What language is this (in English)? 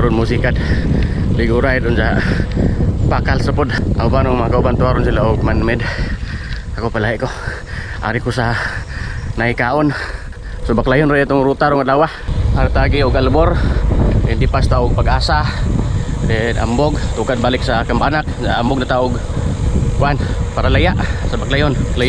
Cebuano